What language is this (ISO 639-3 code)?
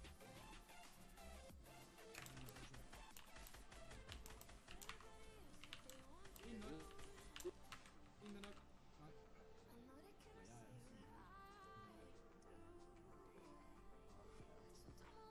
dan